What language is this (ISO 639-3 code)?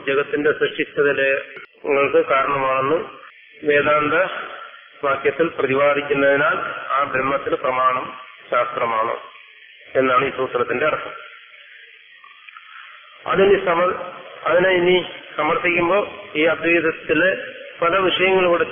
mal